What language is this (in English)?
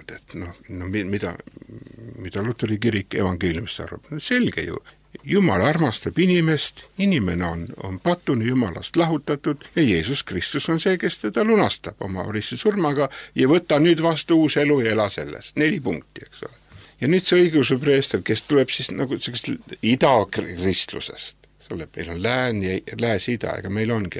Estonian